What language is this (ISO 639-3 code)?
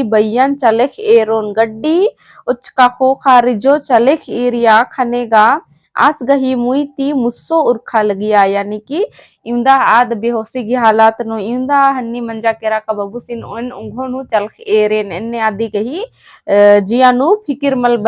kru